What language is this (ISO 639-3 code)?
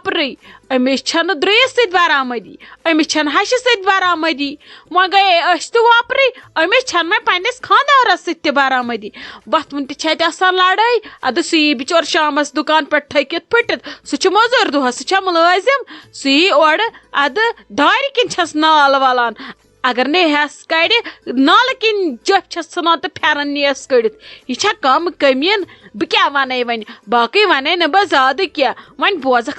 kas